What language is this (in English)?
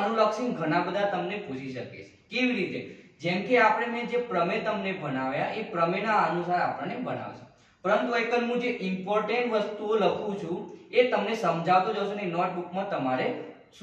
Gujarati